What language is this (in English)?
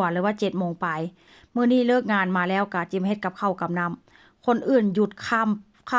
Northeastern Thai